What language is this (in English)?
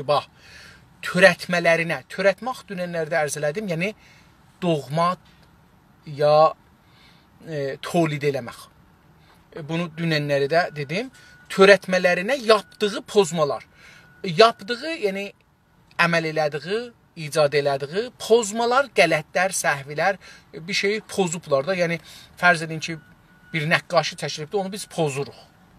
South Azerbaijani